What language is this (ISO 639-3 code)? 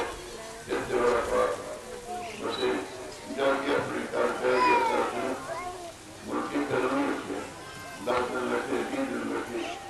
pan